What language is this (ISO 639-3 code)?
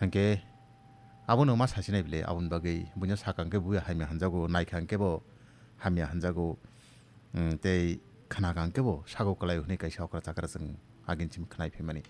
trp